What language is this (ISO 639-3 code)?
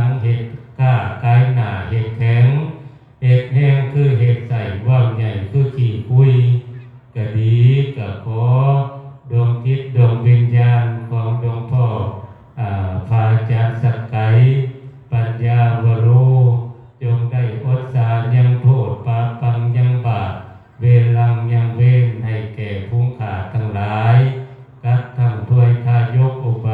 lao